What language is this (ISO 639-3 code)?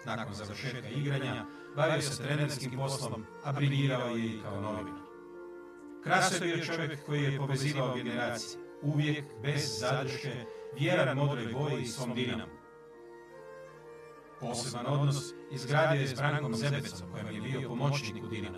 hrv